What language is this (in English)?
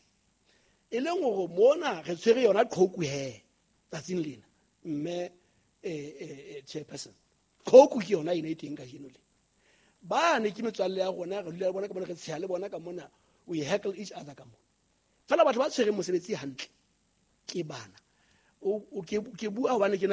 Southern Sotho